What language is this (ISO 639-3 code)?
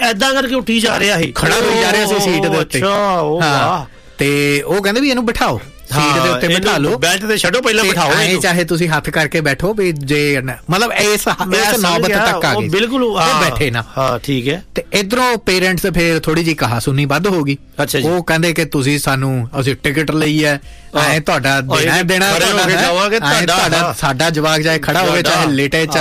pan